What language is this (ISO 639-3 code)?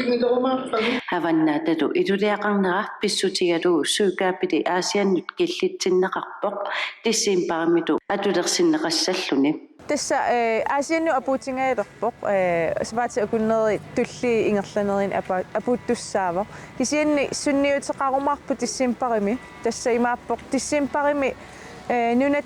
kal